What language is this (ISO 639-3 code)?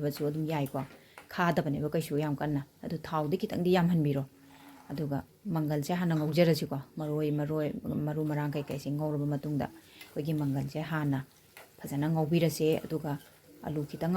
mni